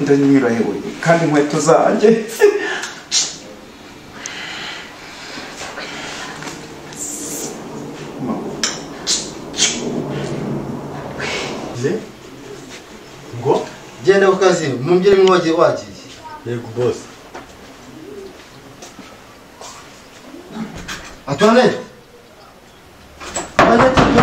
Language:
Kinyarwanda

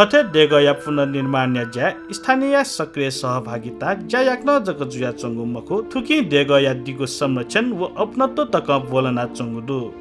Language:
Newari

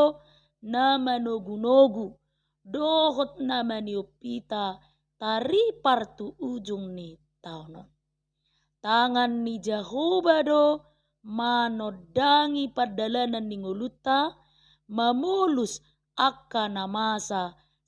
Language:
Batak Toba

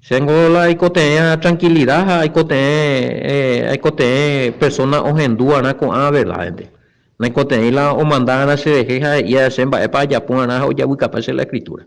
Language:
Guarani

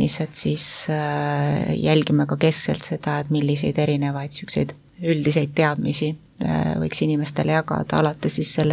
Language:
Estonian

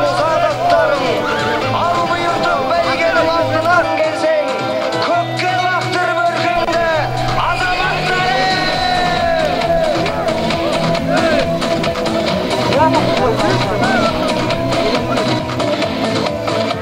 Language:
Kazakh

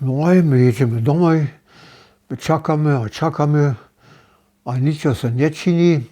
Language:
Upper Sorbian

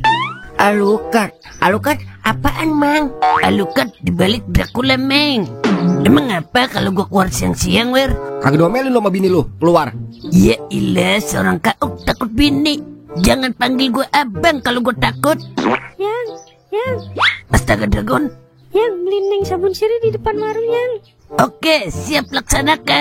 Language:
Betawi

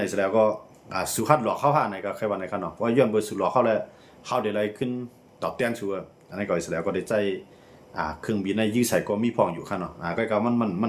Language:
Shan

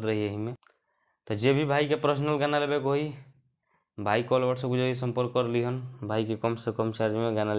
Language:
Bhojpuri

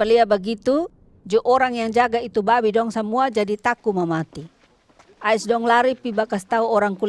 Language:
Kupang Malay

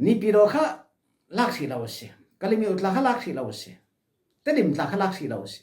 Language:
Falam Chin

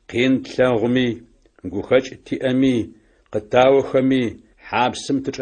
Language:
Adyghe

